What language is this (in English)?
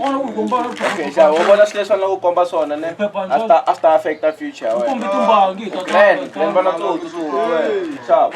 Tsonga